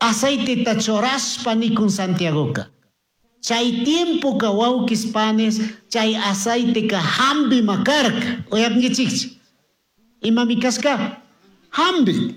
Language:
Chimborazo Highland Quichua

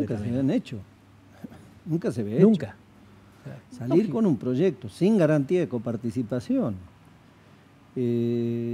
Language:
Spanish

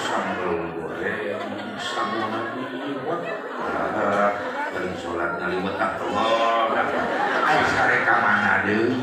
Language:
Sundanese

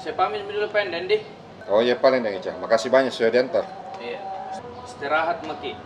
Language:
Makassar Malay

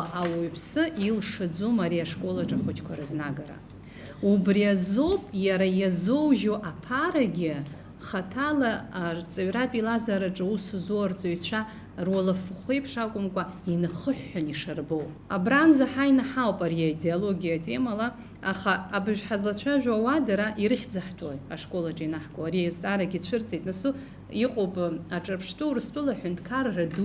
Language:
Abkhazian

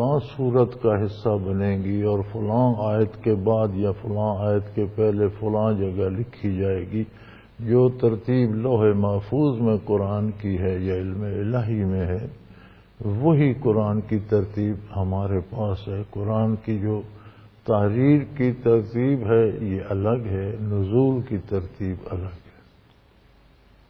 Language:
Urdu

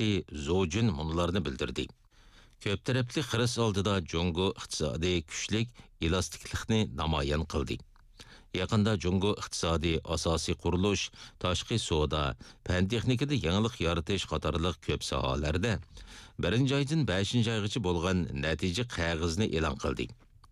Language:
Uyghur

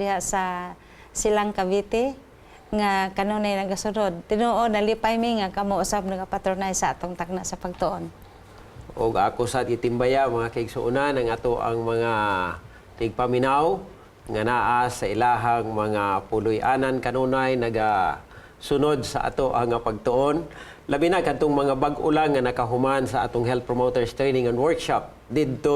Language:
Cebuano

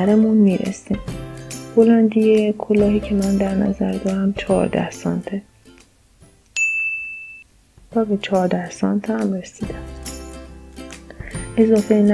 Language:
Persian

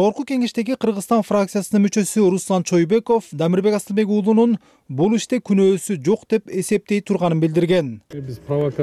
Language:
Kyrgyz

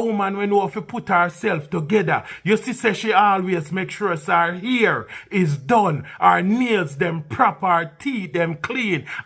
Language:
Jamaican Creole English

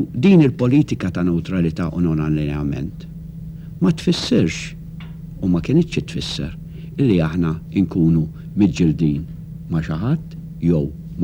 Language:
Maltese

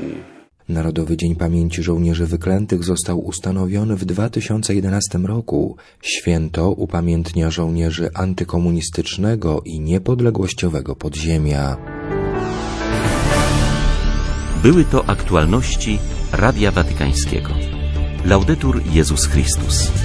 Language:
Polish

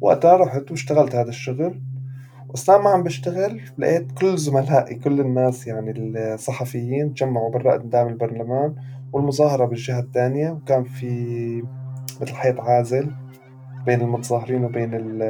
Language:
North Levantine Arabic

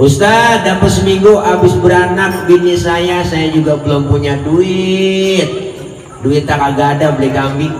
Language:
Betawi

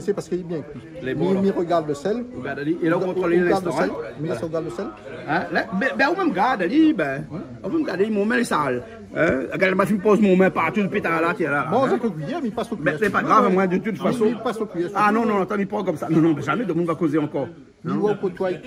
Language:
Réunion Creole French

